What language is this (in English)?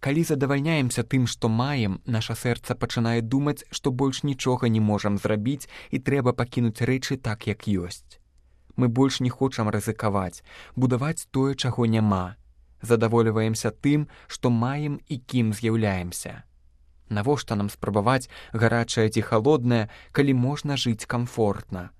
Belarusian